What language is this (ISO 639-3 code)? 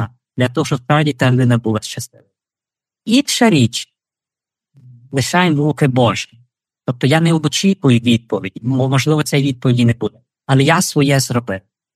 ukr